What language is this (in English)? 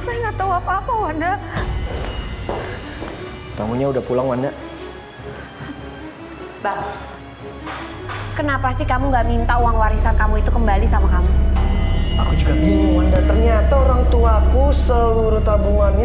Indonesian